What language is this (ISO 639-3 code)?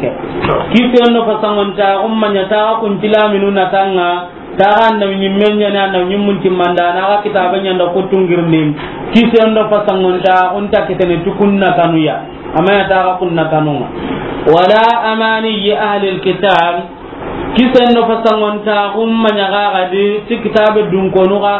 snk